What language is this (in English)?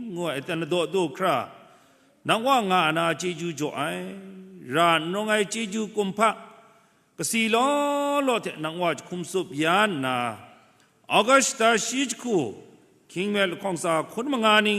Kachin